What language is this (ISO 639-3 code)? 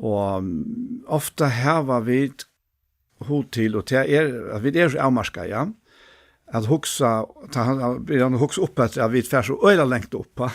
fao